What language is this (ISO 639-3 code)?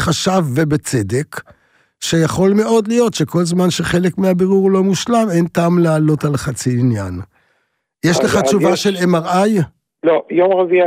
heb